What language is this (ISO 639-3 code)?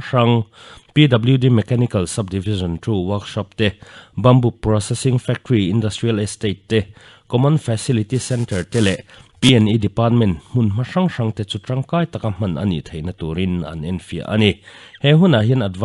lus